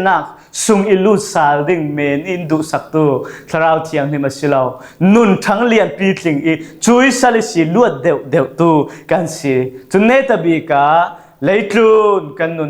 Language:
Falam Chin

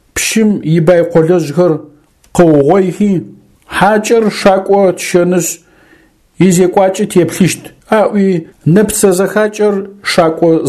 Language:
Adyghe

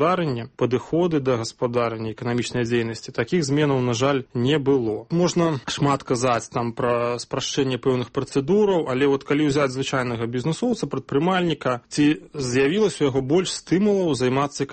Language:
Belarusian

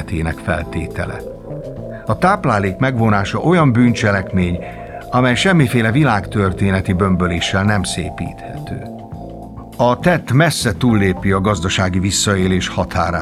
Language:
Hungarian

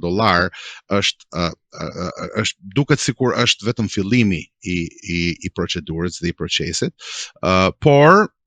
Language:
Albanian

